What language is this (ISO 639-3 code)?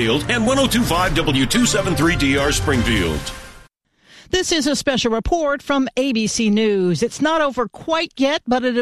eng